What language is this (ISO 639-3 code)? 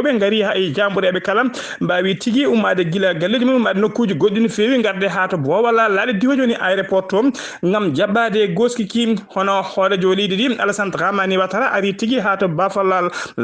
ful